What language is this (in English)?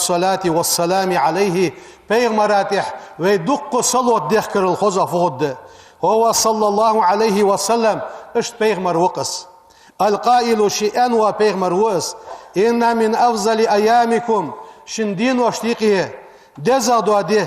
Ingush